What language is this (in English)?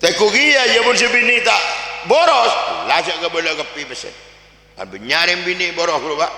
Madurese